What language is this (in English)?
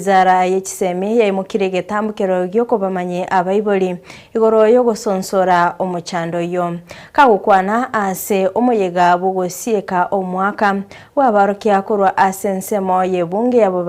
Gusii